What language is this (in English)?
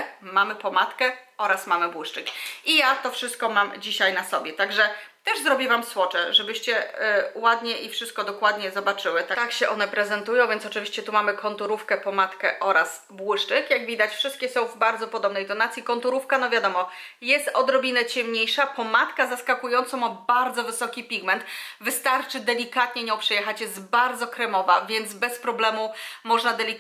Polish